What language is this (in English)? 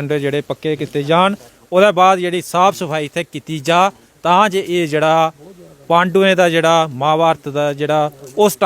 Dogri